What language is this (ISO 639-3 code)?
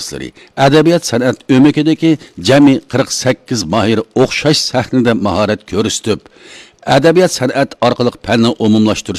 uig